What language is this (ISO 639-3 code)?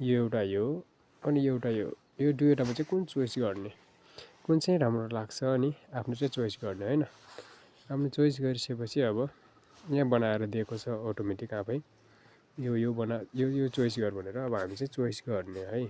nep